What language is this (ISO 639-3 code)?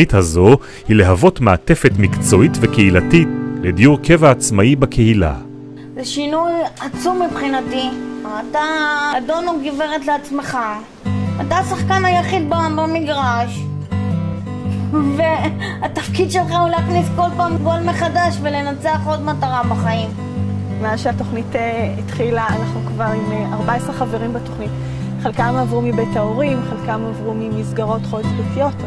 heb